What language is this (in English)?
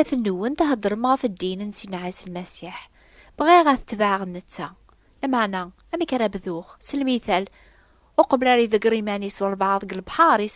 Kabyle